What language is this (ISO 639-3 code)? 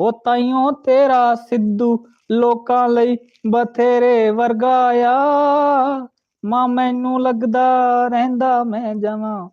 doi